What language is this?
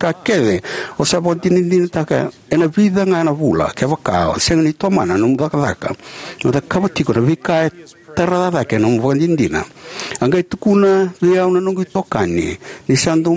Fijian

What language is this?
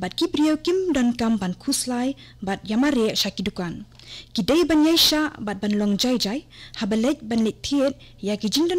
Khasi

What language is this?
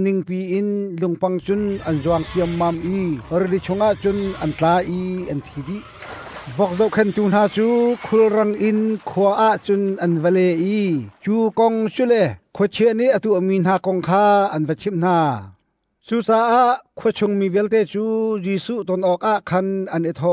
Hakha Chin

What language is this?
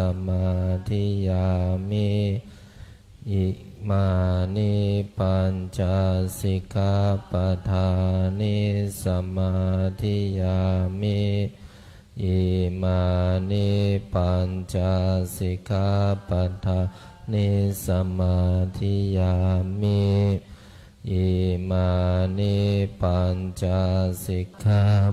Pali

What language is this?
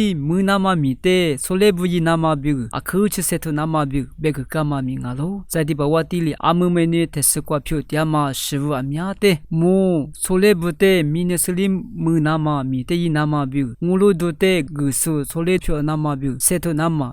Lisu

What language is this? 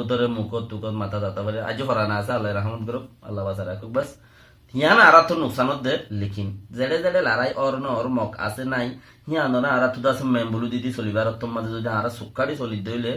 Rohingya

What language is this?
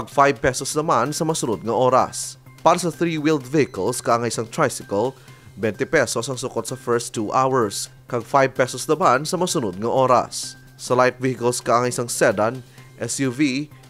Hiligaynon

